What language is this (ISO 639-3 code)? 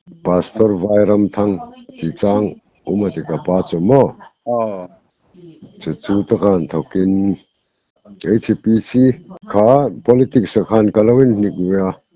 hmr